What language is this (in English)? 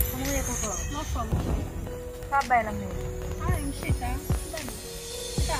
Haitian Creole